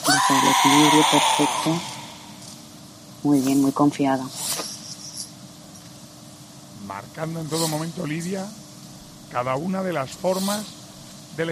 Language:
Spanish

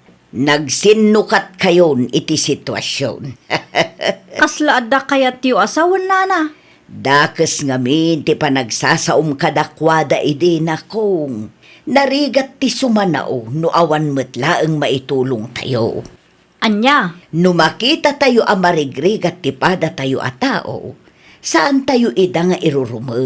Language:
Iloko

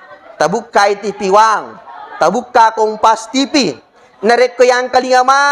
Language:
Buginese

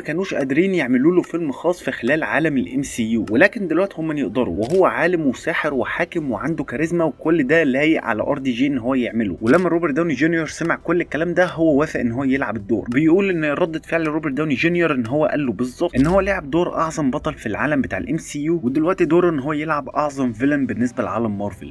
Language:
Egyptian Arabic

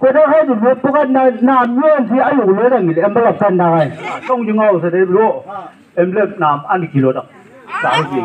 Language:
Chang Naga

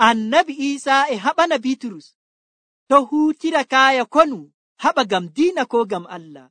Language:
Nigerian Fulfulde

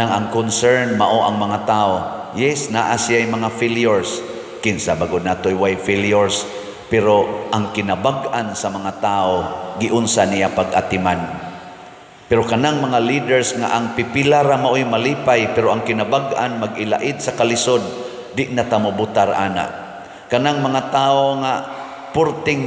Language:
Cebuano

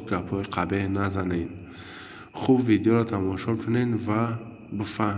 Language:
Tajik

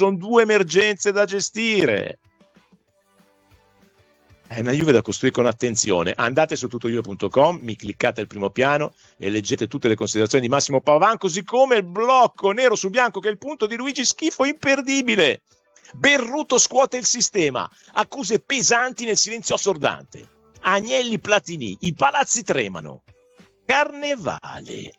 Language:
Italian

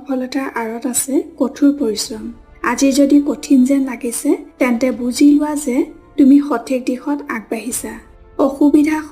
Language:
Assamese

